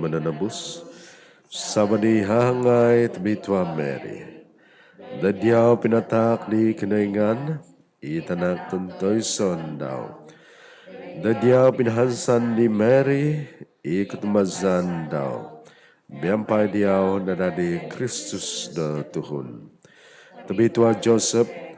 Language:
Central Dusun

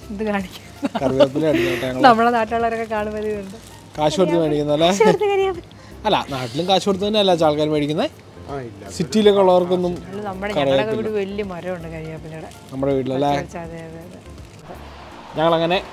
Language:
Malayalam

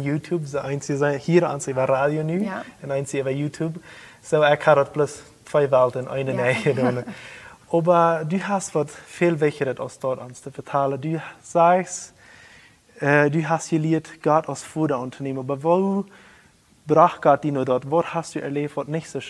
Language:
Plautdietsch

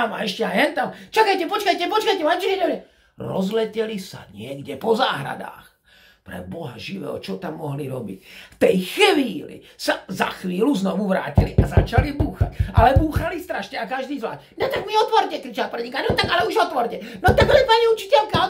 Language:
Slovak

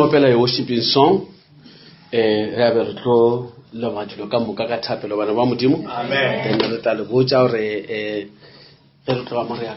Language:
Northern Sotho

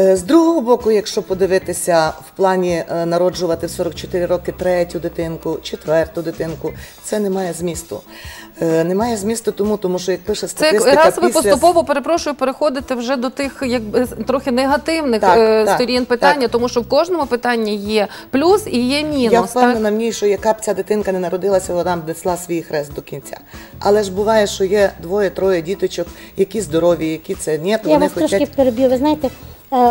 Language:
Ukrainian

